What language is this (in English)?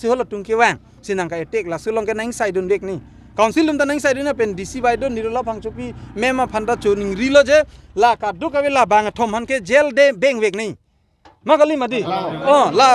Karbi